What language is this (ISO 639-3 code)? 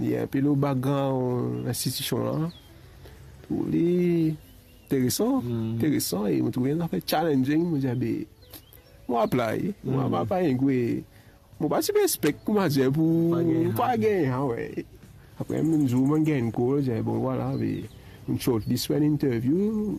mfe